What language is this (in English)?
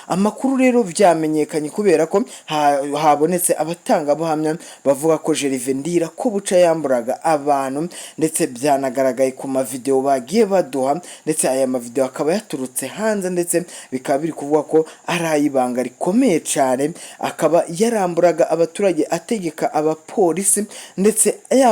Rundi